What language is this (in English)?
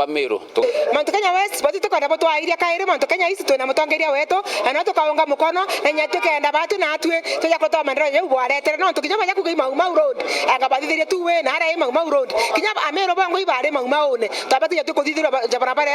Meru